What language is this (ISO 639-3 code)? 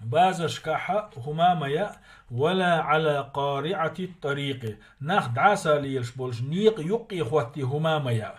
che